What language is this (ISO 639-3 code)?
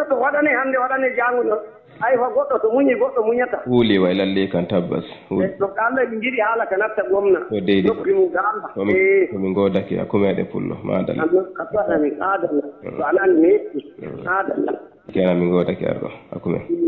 ful